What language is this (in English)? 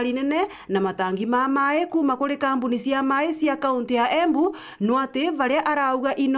Meru